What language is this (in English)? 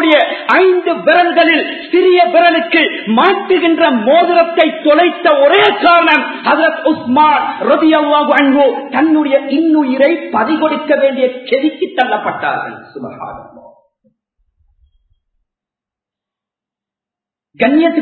Tamil